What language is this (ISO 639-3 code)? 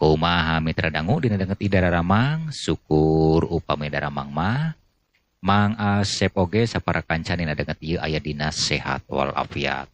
sun